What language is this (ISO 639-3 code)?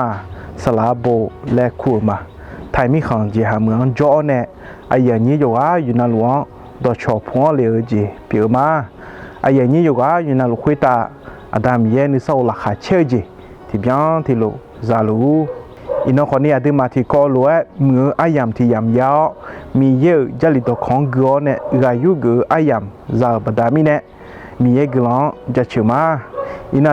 ahk